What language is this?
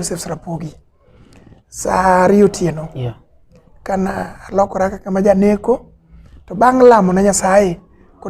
Luo (Kenya and Tanzania)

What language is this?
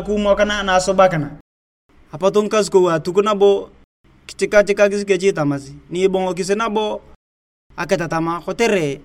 Turkana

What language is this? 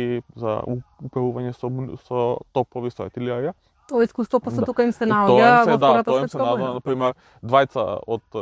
Macedonian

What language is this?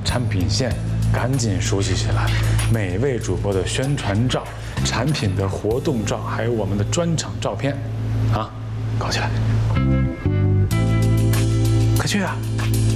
Chinese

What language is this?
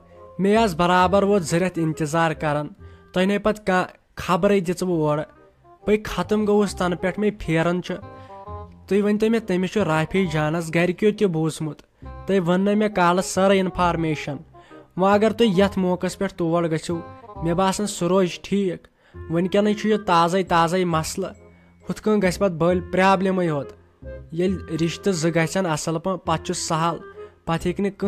Kashmiri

